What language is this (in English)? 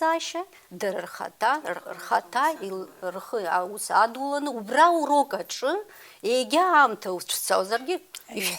Abkhazian